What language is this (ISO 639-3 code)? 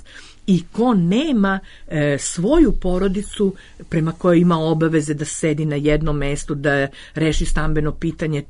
srp